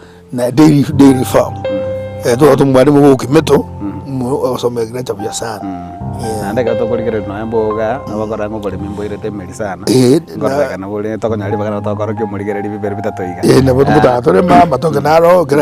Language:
Gusii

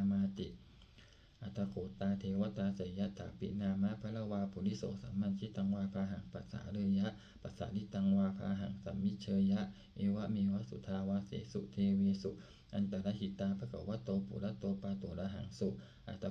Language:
Pali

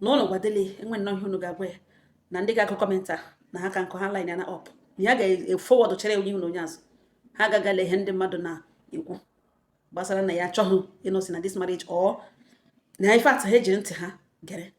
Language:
Igbo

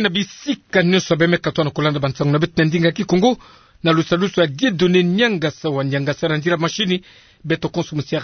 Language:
Kituba (Democratic Republic of Congo)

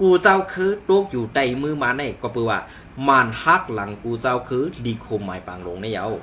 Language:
Shan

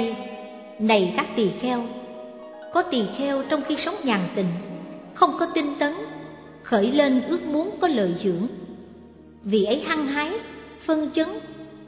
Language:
Vietnamese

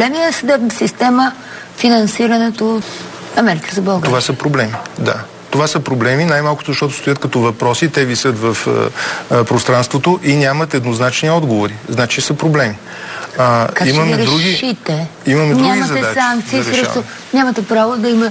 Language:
Bulgarian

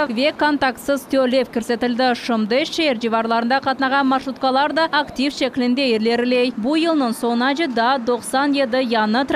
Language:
Crimean Tatar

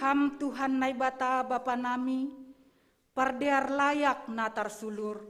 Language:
Batak Simalungun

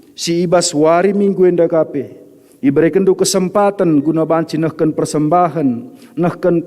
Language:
Batak Karo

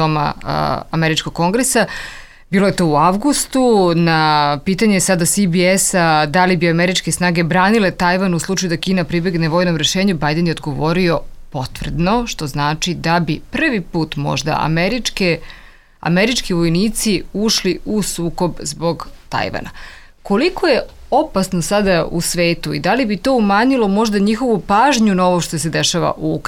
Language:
Serbian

